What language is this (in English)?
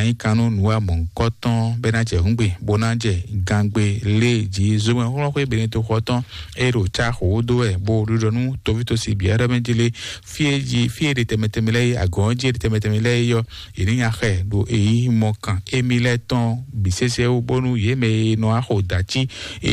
Fon